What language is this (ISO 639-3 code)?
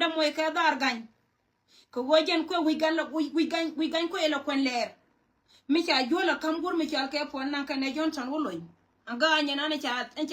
nus